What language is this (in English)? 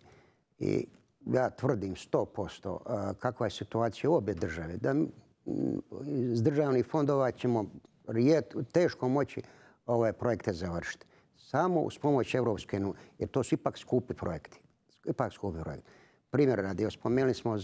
Croatian